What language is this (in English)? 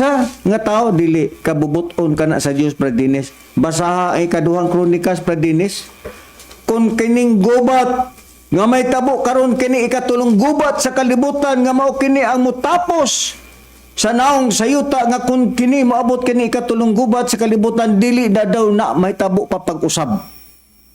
Cebuano